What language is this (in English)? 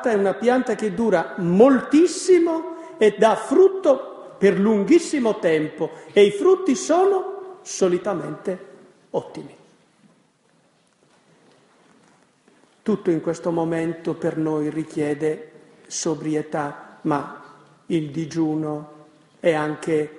Italian